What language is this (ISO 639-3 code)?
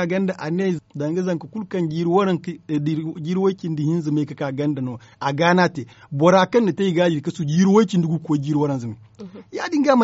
dje